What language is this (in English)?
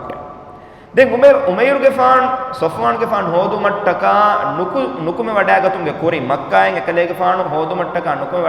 Divehi